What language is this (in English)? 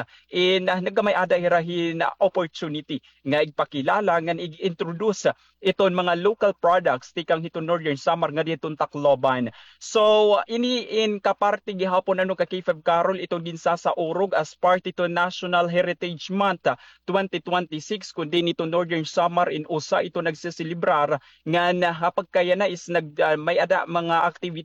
Waray